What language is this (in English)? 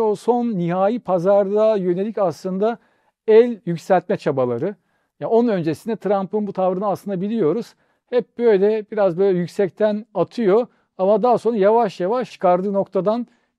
Turkish